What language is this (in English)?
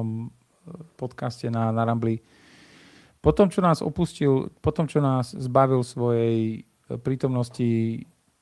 Slovak